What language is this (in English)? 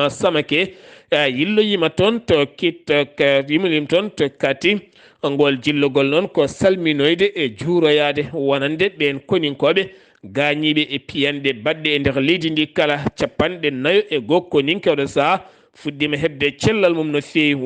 Fula